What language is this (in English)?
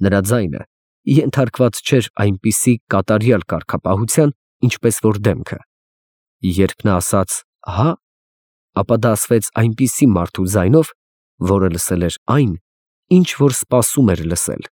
Armenian